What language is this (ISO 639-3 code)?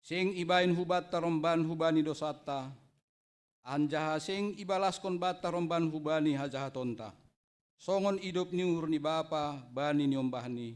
bts